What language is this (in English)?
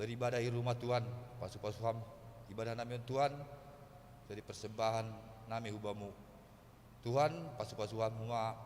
Batak Simalungun